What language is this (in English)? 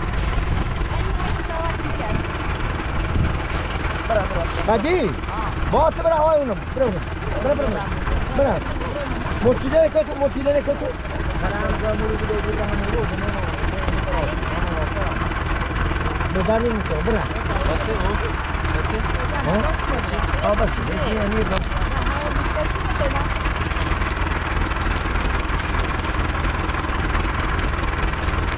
Persian